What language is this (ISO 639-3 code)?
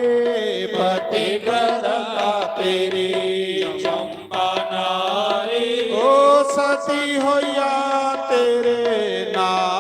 doi